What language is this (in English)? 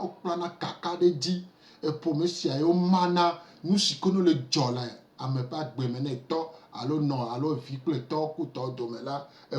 Gen